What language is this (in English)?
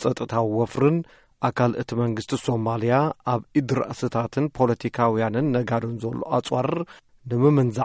Tigrinya